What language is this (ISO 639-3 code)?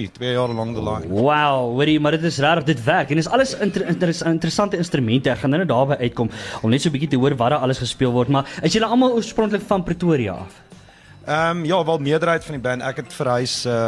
afr